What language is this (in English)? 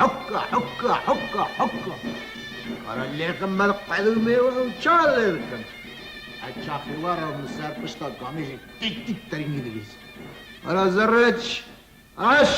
Kurdish